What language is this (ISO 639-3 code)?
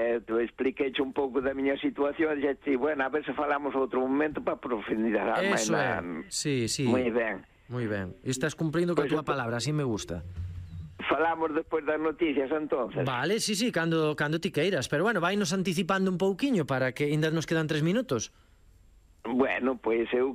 glg